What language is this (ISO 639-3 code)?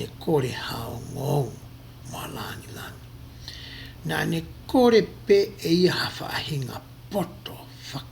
ton